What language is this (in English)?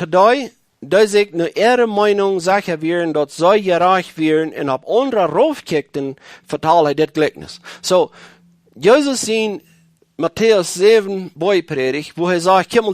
Plautdietsch